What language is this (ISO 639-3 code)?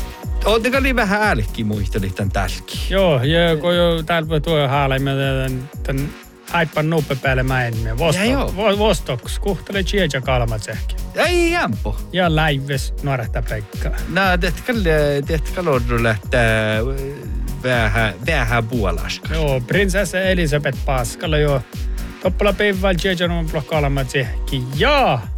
sme